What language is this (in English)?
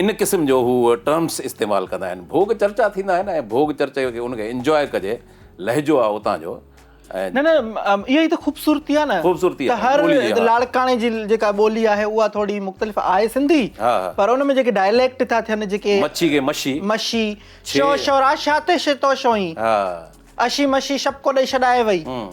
Sindhi